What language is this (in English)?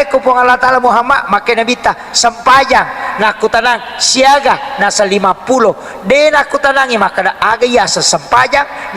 Buginese